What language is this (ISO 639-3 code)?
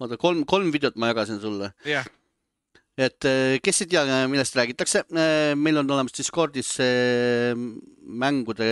est